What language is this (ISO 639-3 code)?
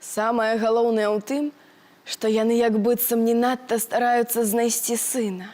bel